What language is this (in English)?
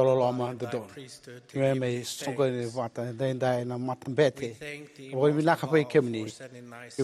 Fijian